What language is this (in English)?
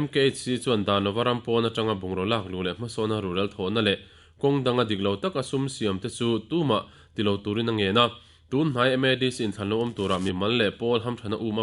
Mizo